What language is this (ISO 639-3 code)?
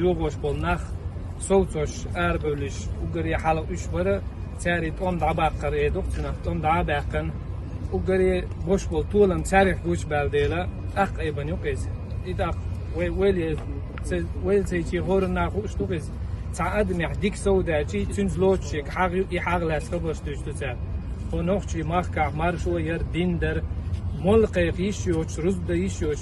che